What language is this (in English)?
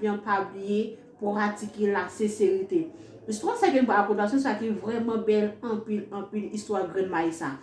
Haitian Creole